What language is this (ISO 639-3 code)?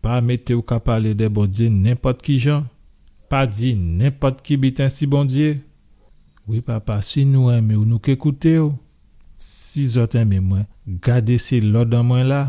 gcf